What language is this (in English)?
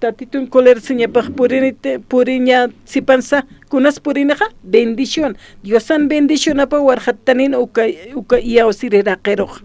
Aymara